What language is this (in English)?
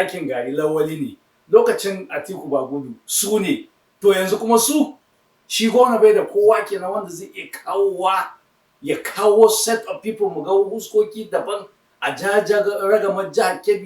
Hausa